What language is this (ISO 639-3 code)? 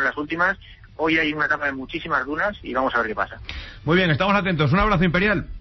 spa